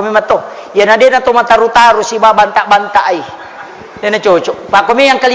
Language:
Buginese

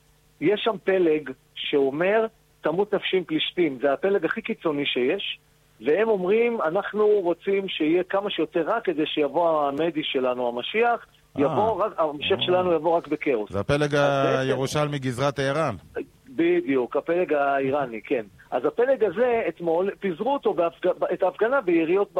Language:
Hebrew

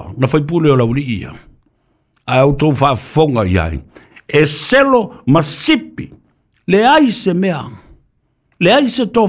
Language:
Samoan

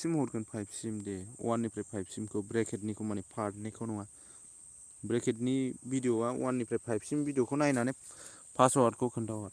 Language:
Bodo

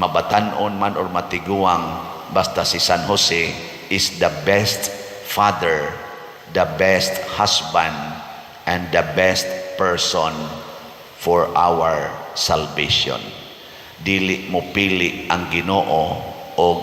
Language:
Cebuano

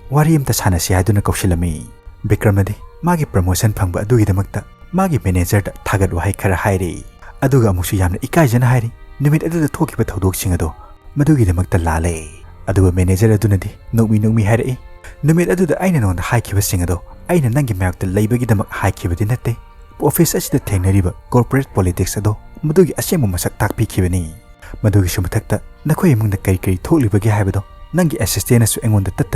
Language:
Manipuri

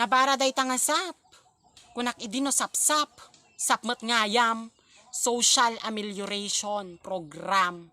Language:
Iloko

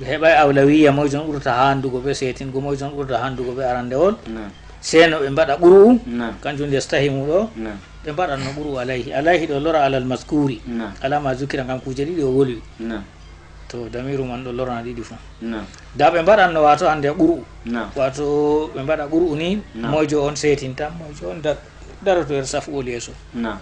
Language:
Fula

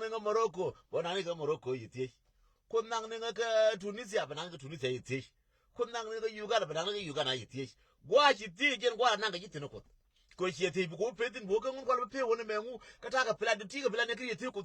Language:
Nuer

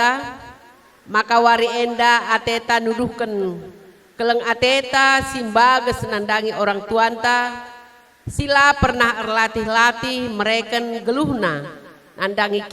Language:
Batak Karo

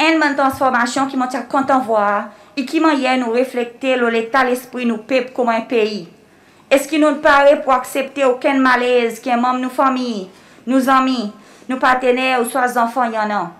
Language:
Seselwa Creole French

